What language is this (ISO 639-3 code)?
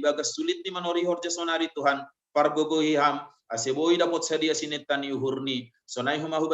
bts